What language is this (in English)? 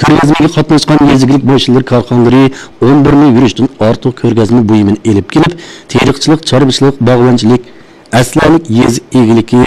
Uyghur